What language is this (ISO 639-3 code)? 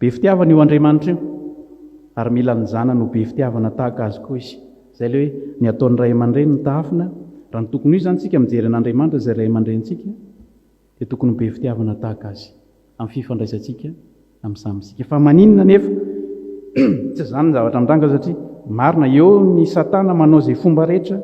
mlg